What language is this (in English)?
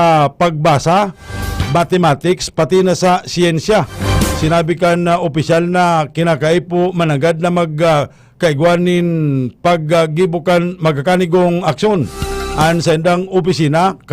Bikol